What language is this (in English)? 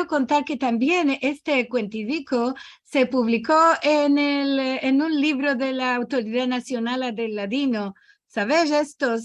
Ladino